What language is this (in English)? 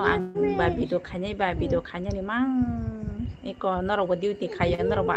Kok Borok